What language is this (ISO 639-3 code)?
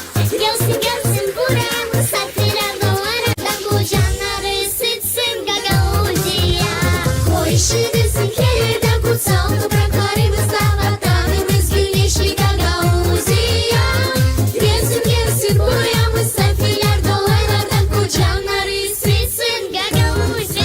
gag